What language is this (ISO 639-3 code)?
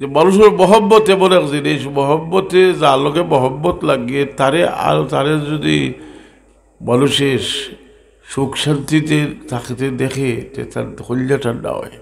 syl